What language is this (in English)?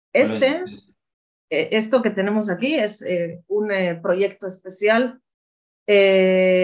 Ladino